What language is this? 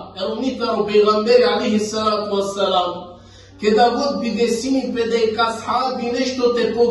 Balkan Romani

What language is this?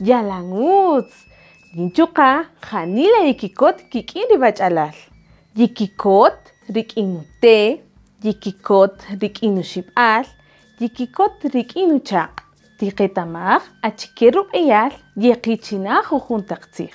Kaqchikel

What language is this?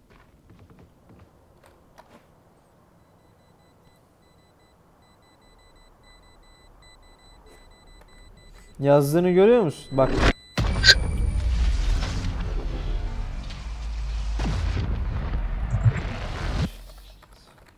Turkish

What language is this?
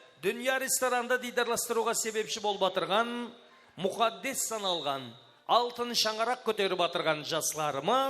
Kara-Kalpak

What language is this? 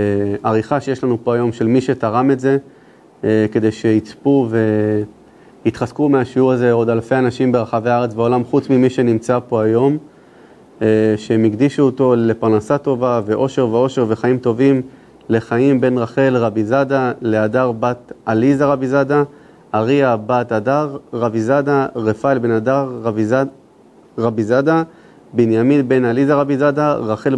Hebrew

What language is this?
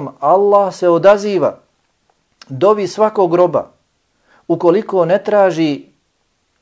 Bosnian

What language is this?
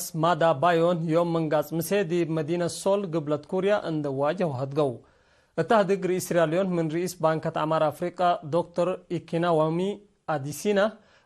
Tigre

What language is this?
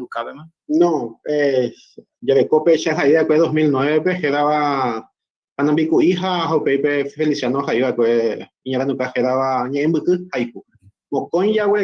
Guarani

